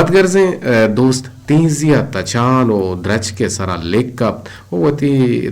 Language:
Eastern Balochi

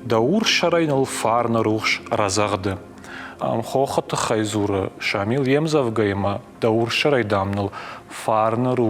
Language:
Ossetic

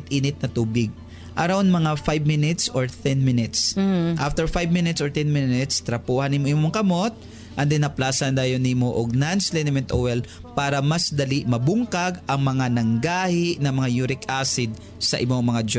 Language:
Cebuano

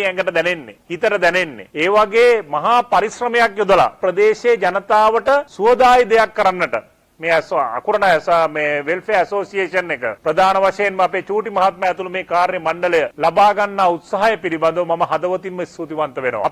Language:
Sinhala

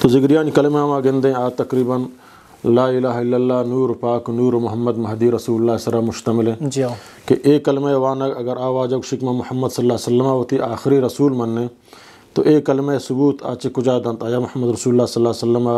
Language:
Eastern Balochi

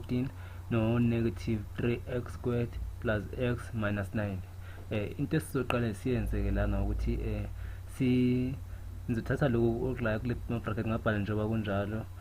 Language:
Zulu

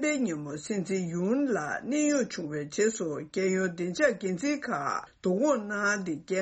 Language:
Tibetan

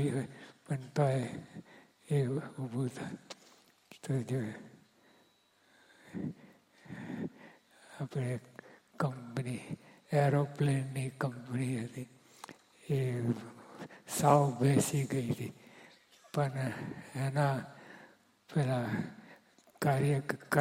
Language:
Gujarati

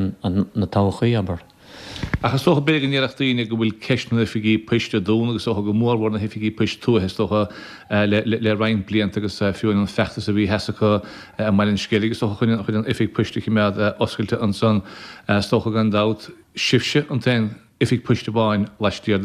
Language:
Irish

